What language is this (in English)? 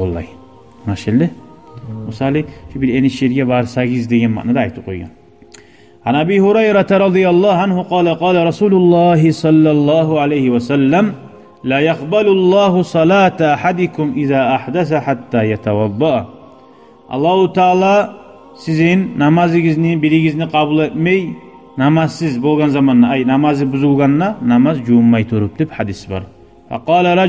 Kumyk